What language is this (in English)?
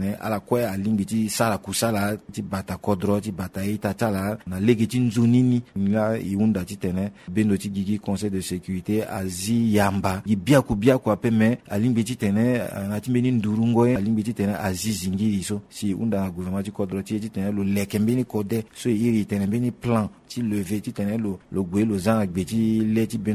Sango